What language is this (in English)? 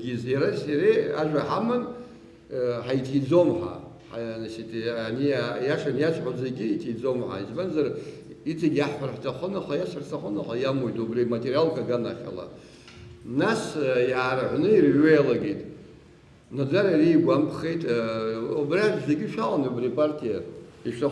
Abkhazian